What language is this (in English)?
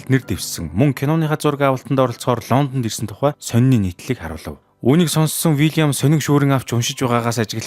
Mongolian